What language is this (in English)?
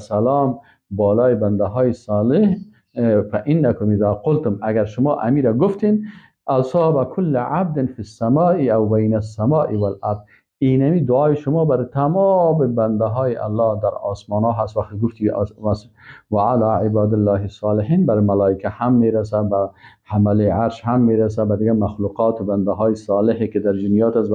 Persian